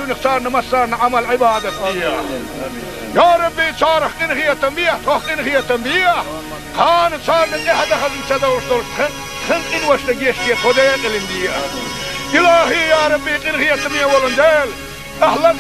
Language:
Chechen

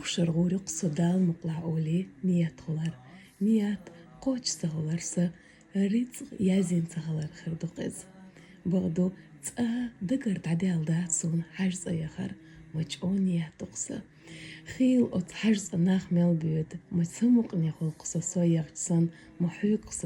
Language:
Chechen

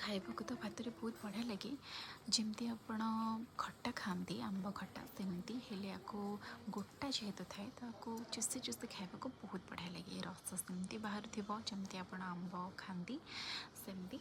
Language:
Odia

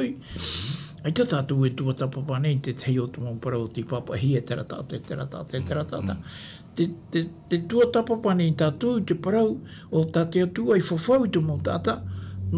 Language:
Tahitian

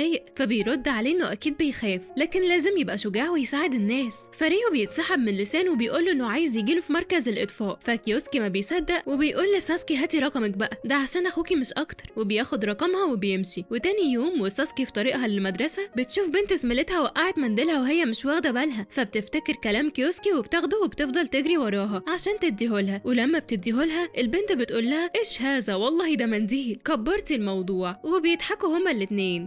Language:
Egyptian Arabic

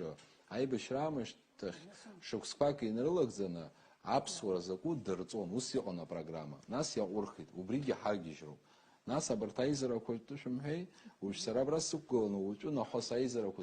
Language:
Abkhazian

